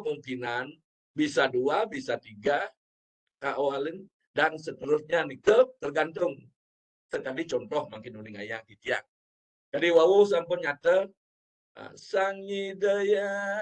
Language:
Balinese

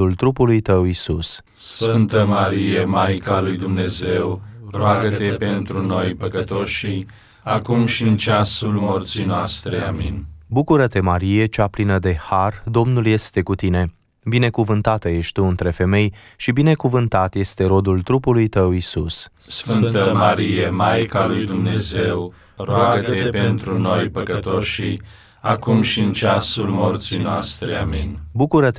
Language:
Romanian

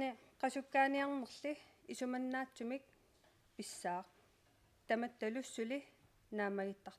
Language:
Kalaallisut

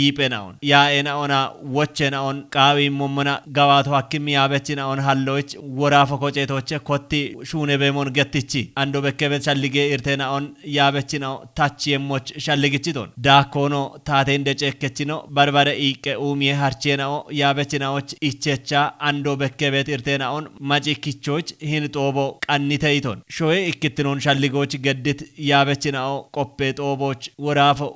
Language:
Kafa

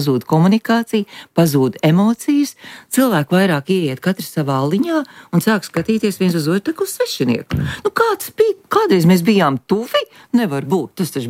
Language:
Latvian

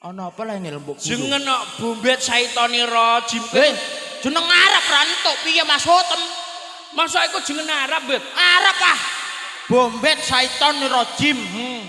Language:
Javanese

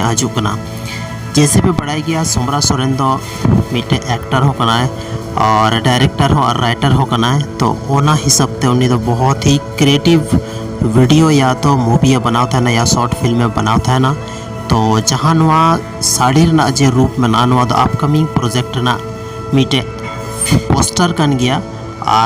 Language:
Santali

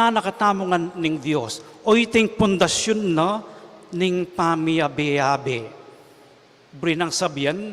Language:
Pampanga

